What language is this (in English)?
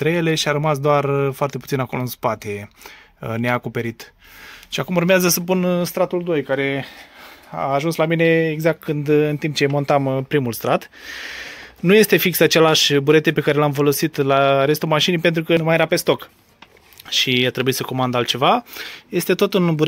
Romanian